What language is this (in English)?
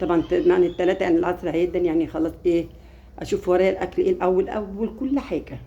Egyptian Arabic